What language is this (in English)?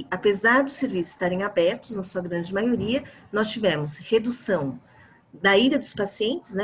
Portuguese